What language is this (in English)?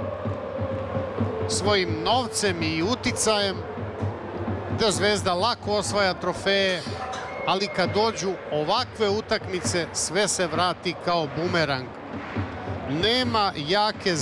Serbian